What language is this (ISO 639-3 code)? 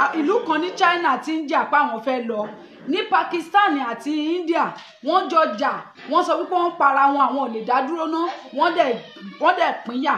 yor